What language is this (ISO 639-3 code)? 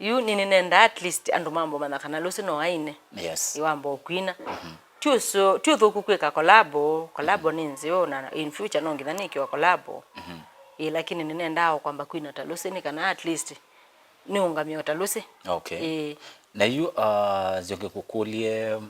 kam